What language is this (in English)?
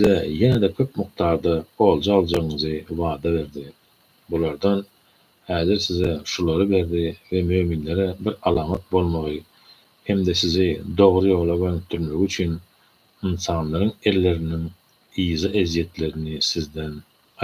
Turkmen